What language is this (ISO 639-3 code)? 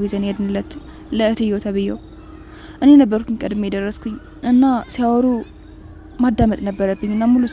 amh